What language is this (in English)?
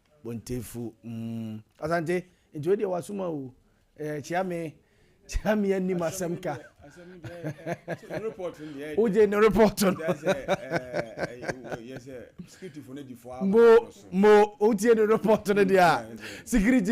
Akan